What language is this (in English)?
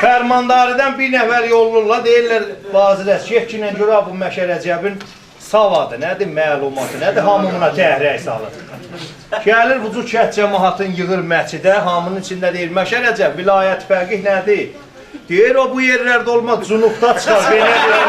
South Azerbaijani